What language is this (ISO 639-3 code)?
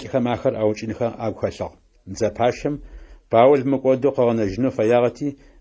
ady